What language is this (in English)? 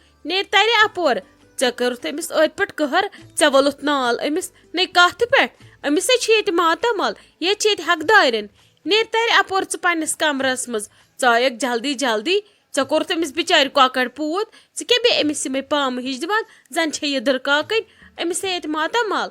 Kashmiri